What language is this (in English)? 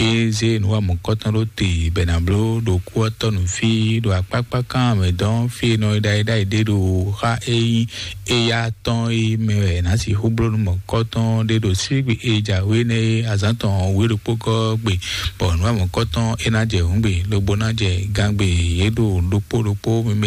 Fon